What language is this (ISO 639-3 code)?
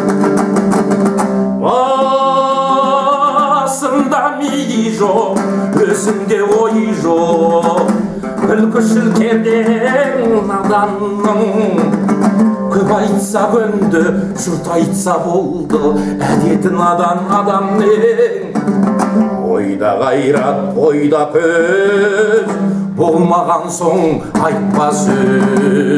kaz